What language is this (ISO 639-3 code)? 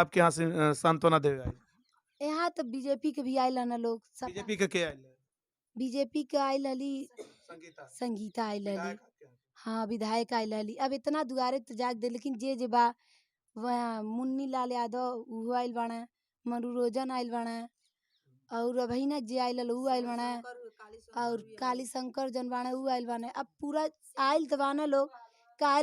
bho